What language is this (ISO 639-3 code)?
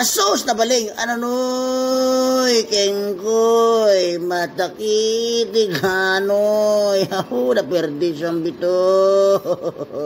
itv